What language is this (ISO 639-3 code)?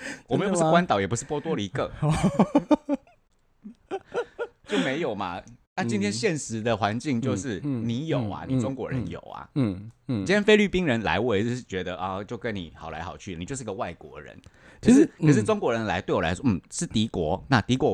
zho